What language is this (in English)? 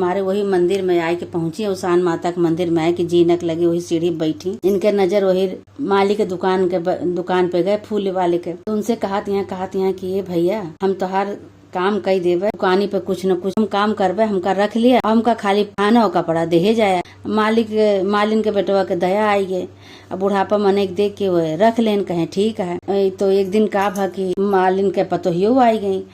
Awadhi